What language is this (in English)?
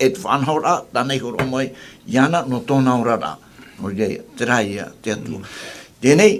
Tahitian